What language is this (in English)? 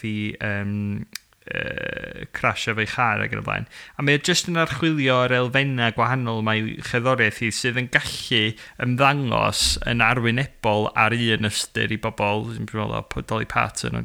Welsh